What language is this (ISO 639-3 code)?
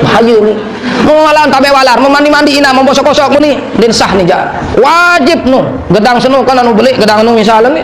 sas